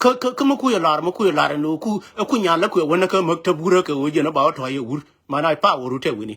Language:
Nuer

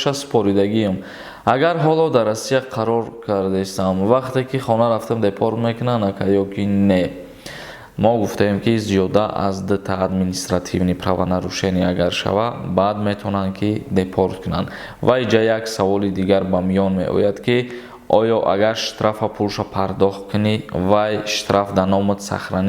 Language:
Tajik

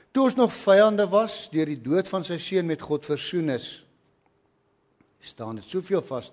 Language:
Afrikaans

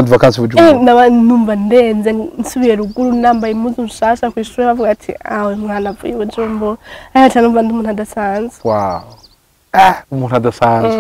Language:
Rundi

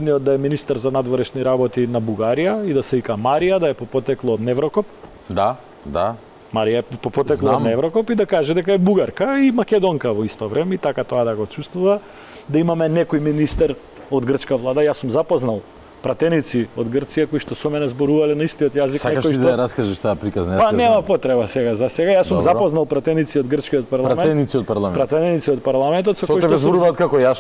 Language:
Macedonian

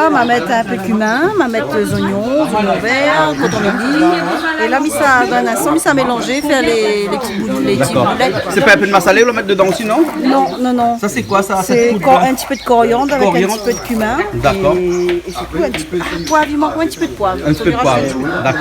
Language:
Réunion Creole French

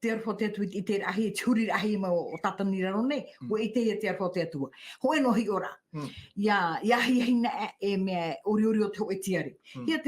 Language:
Tahitian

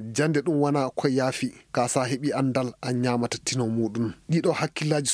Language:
Maasina Fulfulde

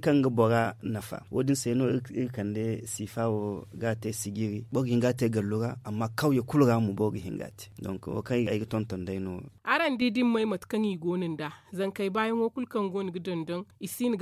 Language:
Zarma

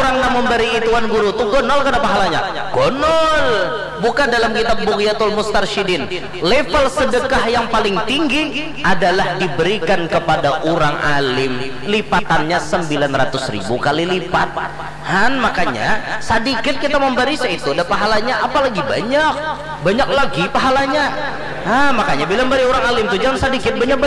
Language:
Banjar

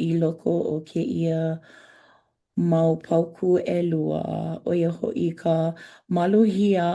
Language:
Hawaiian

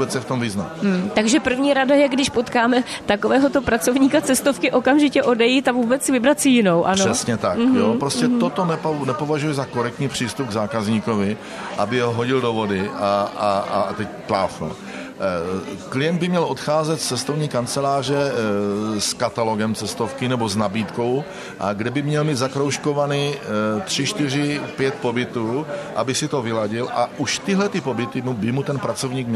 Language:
Czech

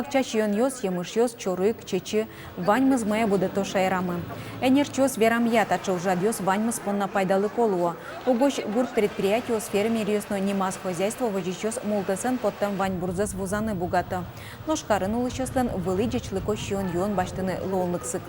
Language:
Udmurt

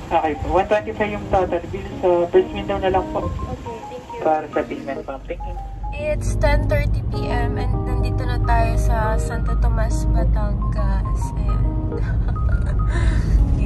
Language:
Filipino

